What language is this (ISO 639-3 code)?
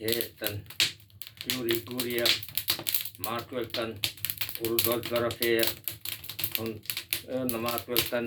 sah